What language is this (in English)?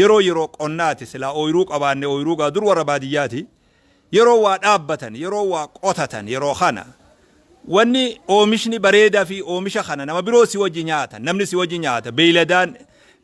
Oromo